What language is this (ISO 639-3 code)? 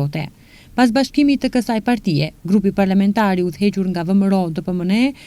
sqi